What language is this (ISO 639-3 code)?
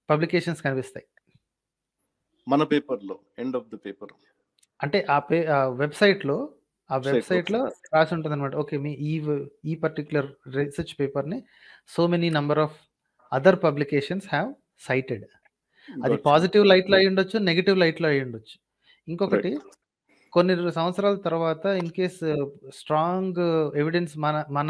tel